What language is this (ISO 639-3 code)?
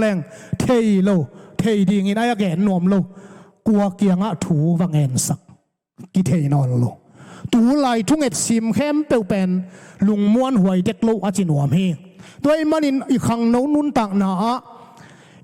ctd